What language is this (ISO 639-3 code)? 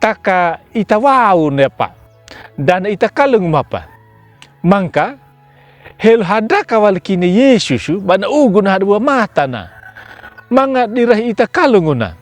akg